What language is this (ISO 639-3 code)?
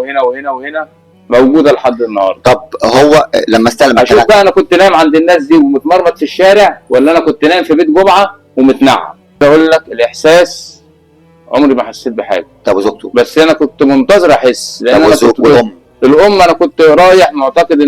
arz